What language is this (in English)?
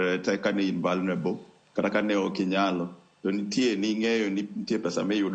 Luo (Kenya and Tanzania)